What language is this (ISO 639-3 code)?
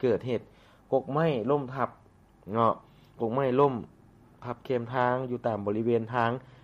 lao